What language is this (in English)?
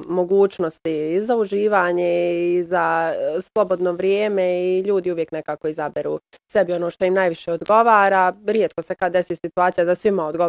Bosnian